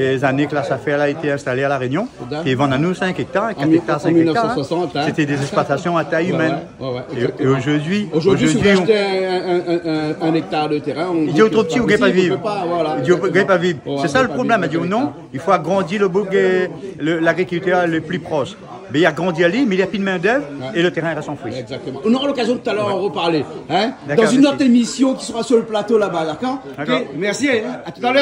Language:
Réunion Creole French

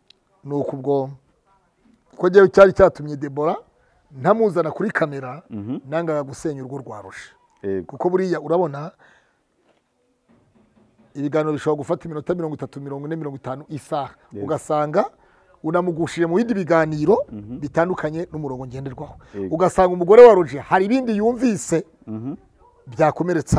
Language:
Kinyarwanda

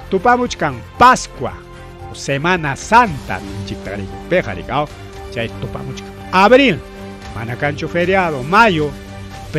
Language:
Ayacucho Quechua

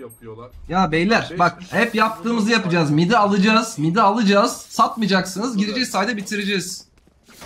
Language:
Turkish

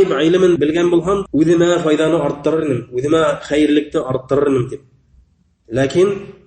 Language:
Bashkir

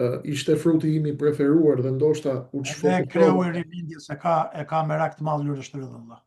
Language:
Albanian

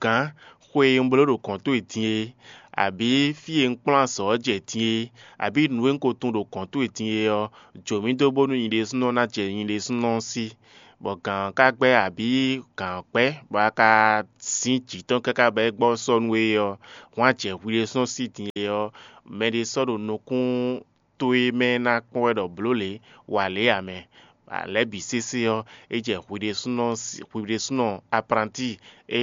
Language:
Fon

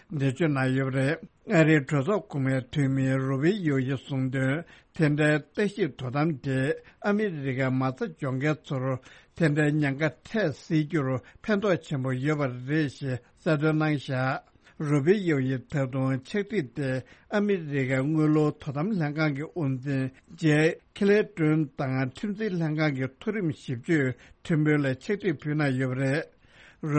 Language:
Tibetan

